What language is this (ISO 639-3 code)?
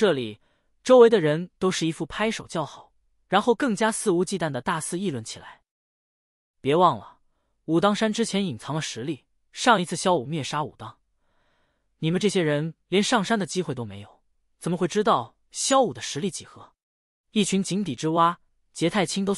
zho